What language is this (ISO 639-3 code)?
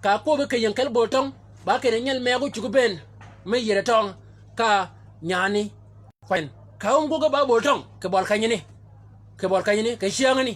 shk